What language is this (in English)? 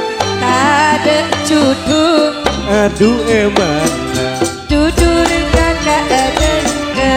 Madurese